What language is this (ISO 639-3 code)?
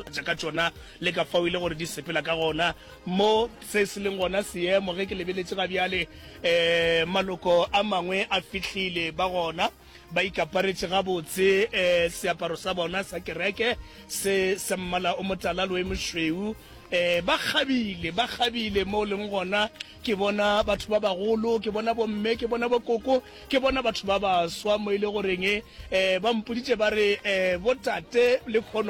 nso